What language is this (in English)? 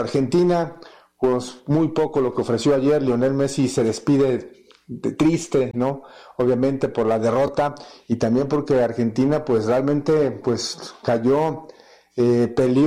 Spanish